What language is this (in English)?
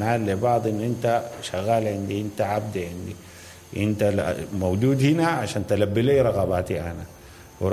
Sudanese Arabic